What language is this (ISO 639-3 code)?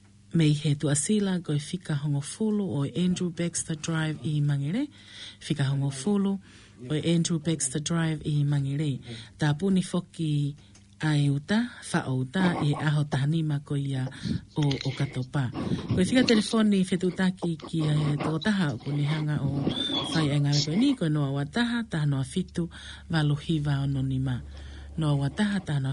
ton